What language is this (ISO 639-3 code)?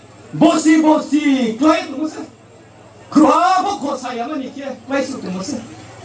ria